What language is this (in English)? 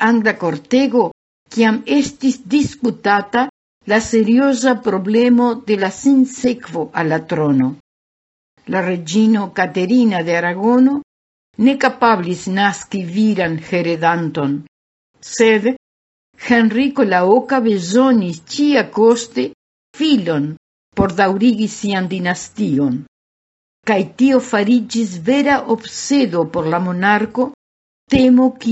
Esperanto